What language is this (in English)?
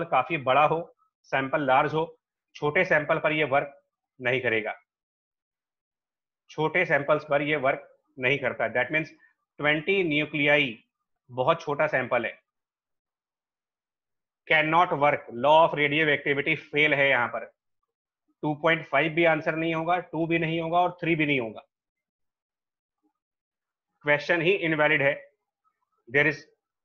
Hindi